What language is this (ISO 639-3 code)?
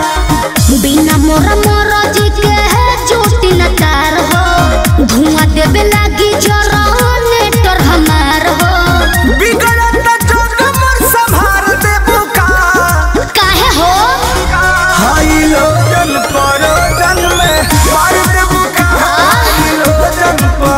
bho